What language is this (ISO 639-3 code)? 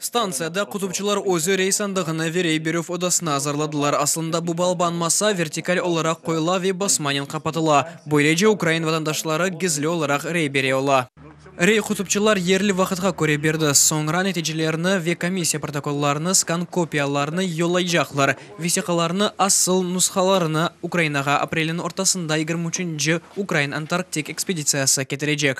crh